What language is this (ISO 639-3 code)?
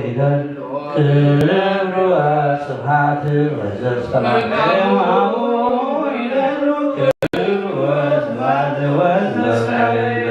gez